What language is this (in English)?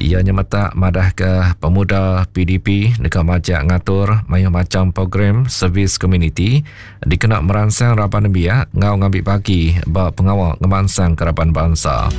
Iban